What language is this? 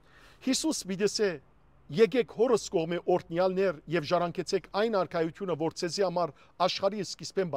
Western Armenian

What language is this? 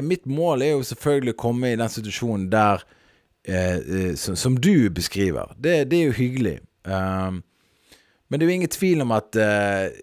Norwegian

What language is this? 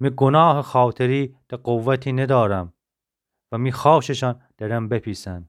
Gilaki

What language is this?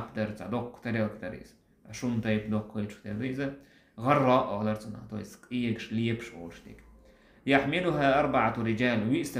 Chechen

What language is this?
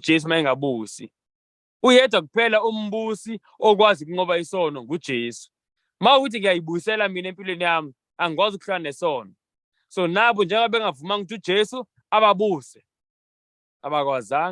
Zulu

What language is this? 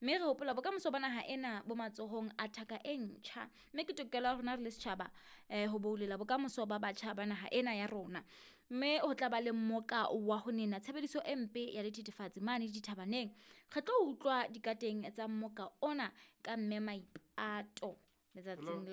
Southern Sotho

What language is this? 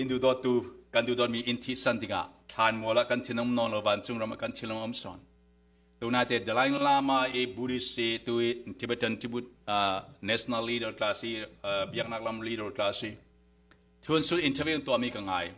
Falam Chin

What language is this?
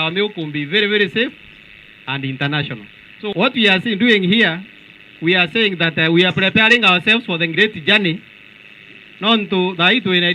Meru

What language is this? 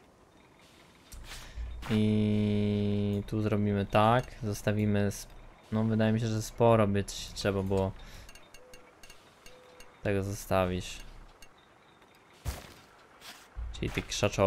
Polish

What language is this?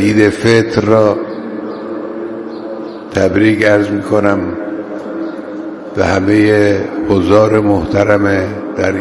Persian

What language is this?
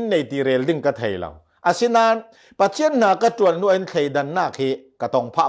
Falam Chin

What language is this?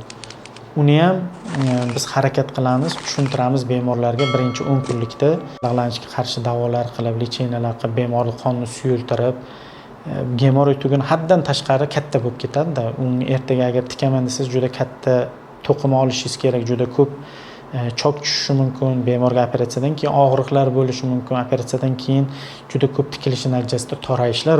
Uzbek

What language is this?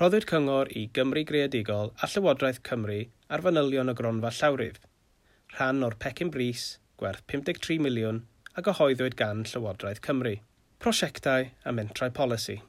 Welsh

